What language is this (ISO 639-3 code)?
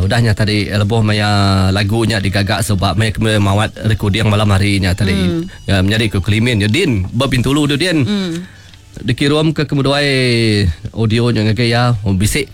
iba